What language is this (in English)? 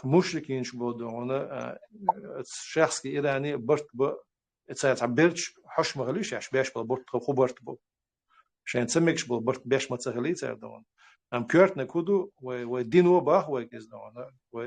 Chechen